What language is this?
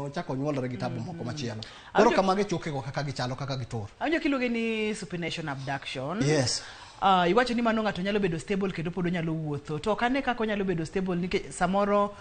Luo (Kenya and Tanzania)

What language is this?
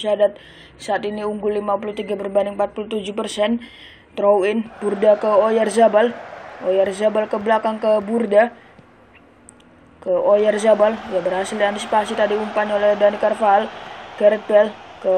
Indonesian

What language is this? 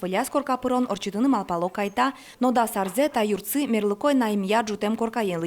Udmurt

